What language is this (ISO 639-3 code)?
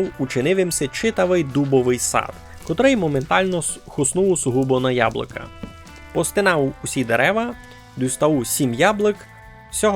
rue